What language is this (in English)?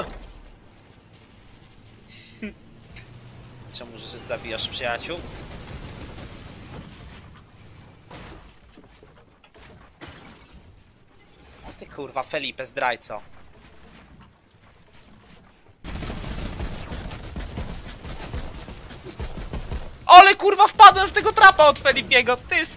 Polish